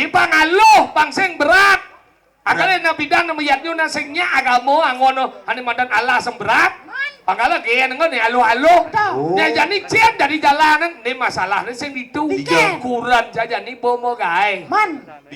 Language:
Balinese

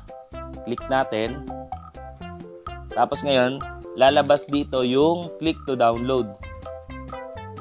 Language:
Filipino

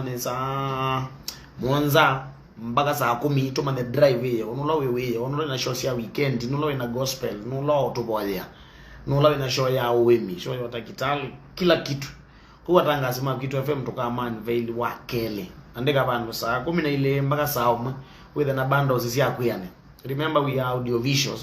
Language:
Kamba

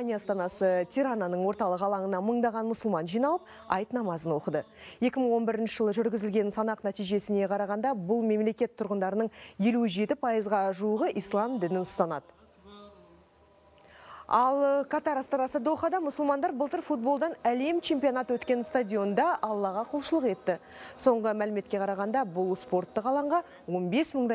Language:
Kazakh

